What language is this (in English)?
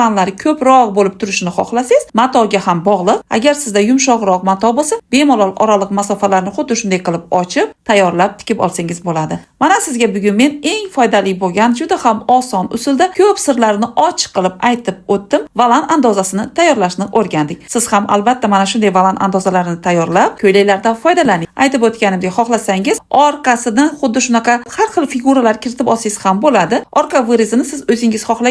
Uzbek